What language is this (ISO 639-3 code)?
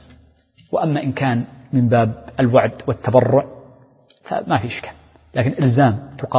ara